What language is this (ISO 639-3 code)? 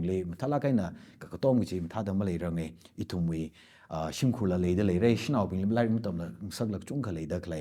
nmf